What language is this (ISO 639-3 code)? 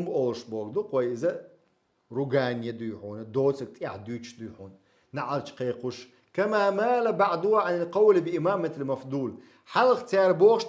che